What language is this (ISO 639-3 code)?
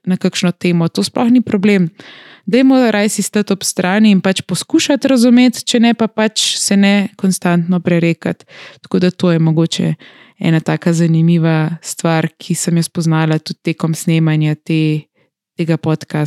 slv